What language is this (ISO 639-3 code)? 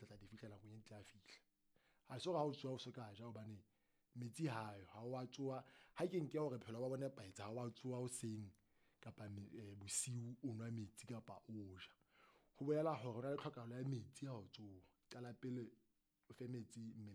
sot